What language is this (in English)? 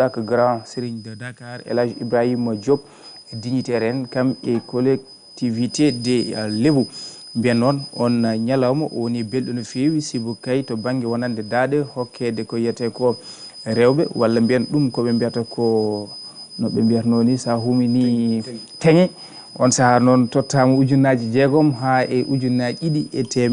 Fula